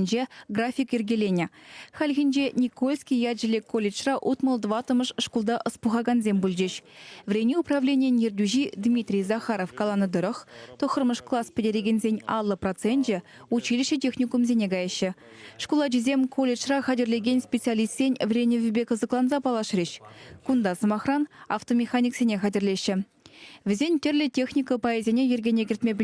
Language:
Chuvash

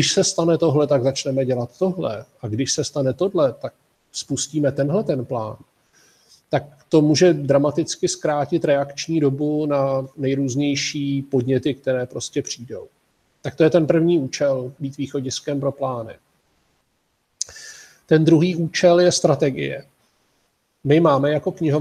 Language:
Czech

